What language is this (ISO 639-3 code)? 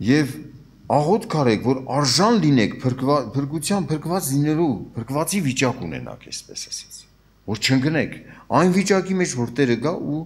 hye